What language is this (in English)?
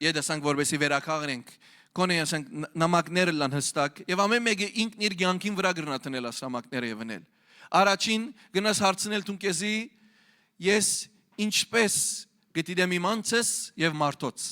Western Armenian